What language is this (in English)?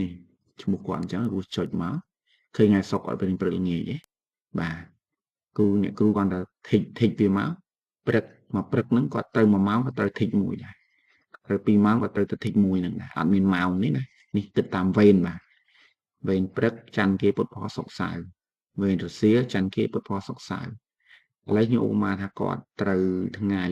Khmer